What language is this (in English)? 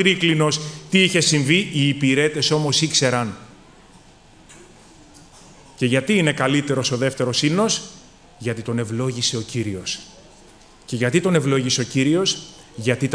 Greek